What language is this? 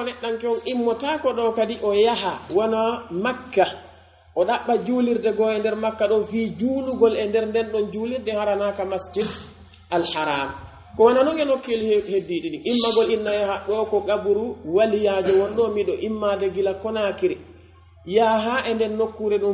Pular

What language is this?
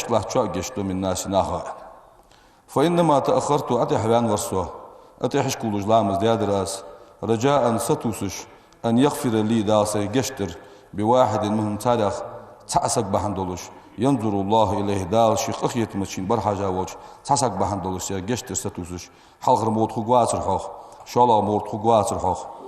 Ingush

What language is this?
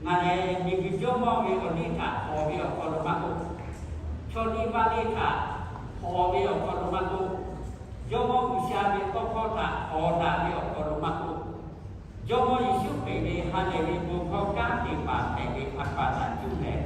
Lahu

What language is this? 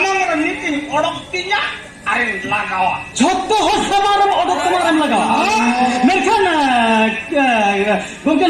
Santali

